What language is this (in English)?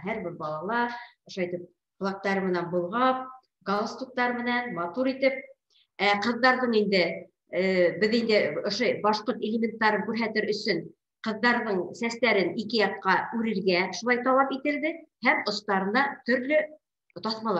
Bashkir